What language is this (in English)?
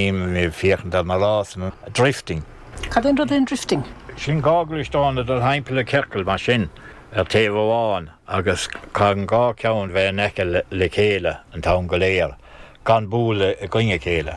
Irish